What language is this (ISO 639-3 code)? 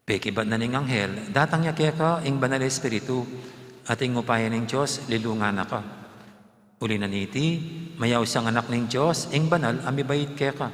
pam